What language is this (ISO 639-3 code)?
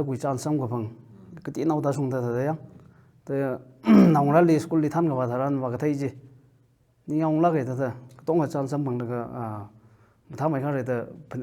nmf